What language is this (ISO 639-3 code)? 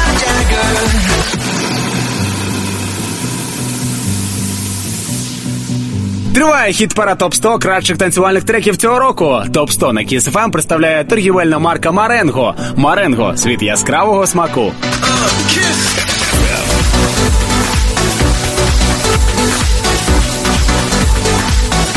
ukr